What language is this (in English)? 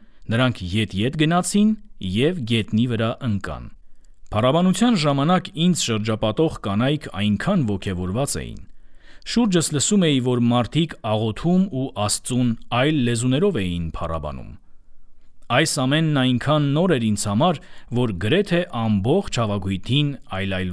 Armenian